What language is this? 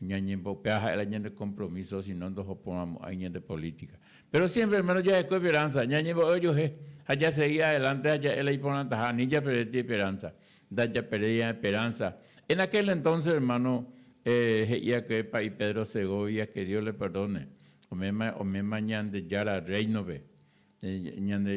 Guarani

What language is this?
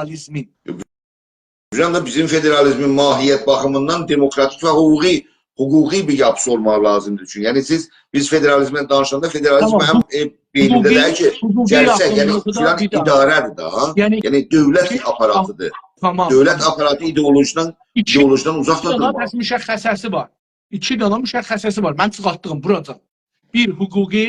South Azerbaijani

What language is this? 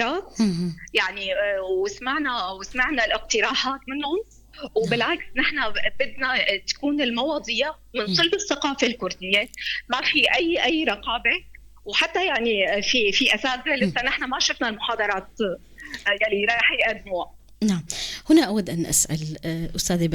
North Levantine Arabic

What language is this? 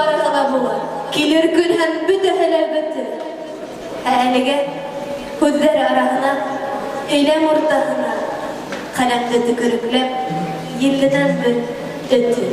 Bashkir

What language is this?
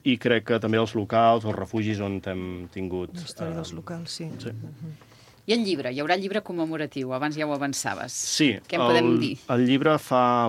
Catalan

